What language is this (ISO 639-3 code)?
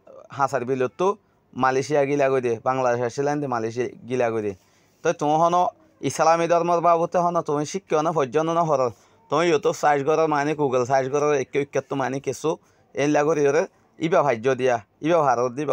rhg